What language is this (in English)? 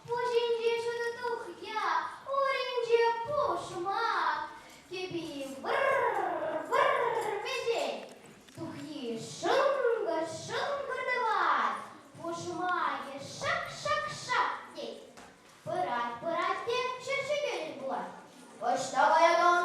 Chuvash